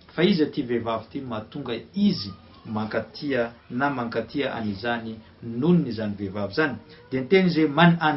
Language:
Malagasy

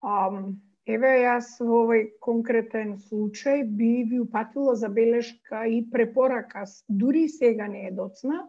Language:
Macedonian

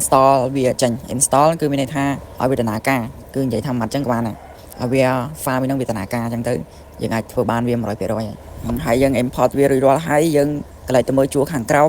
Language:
Khmer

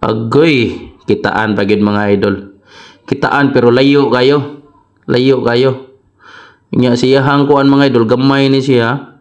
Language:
Cebuano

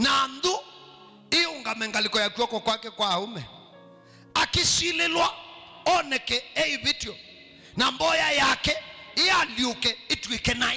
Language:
Kamba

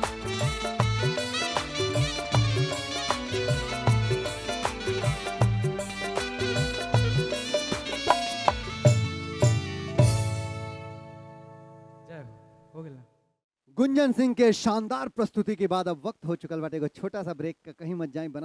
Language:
Bhojpuri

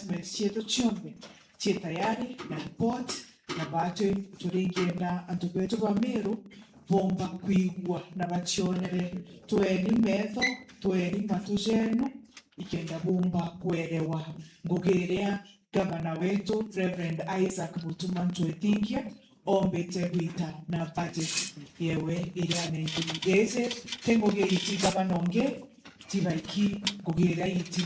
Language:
Meru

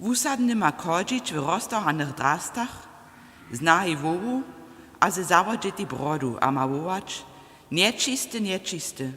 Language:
Upper Sorbian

